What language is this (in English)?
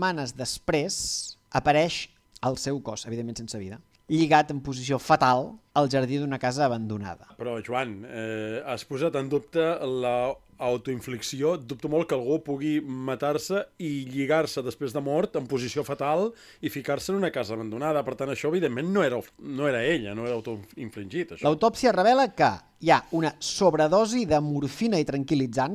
Catalan